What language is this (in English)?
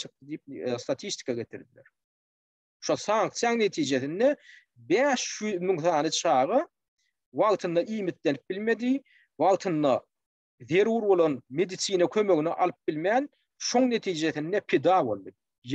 Turkmen